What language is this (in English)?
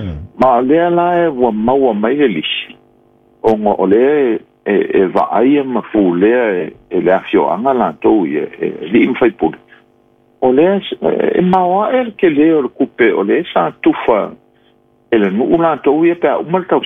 Samoan